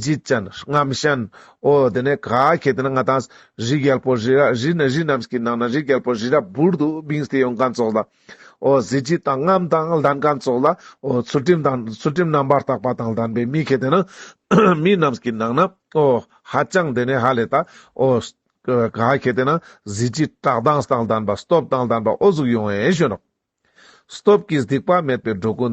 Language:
Ladakhi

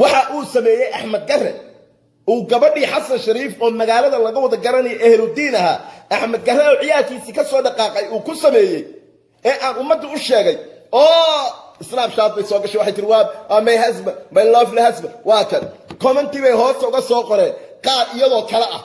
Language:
Somali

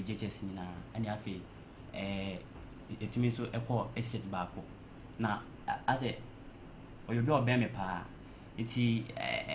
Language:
Akan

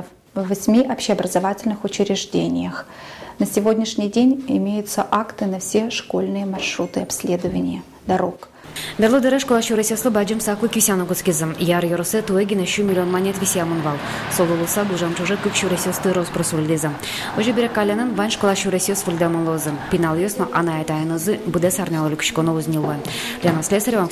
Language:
Udmurt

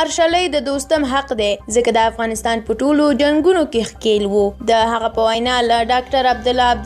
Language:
Pashto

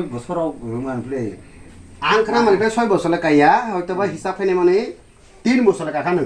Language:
Kok Borok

